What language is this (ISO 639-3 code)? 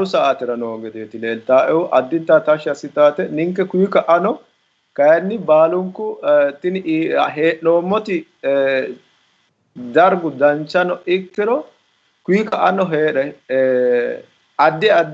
sid